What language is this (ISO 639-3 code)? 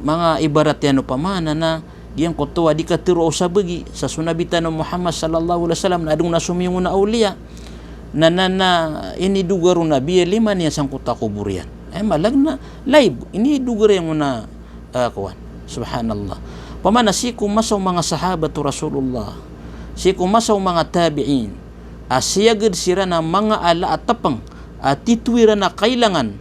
mrw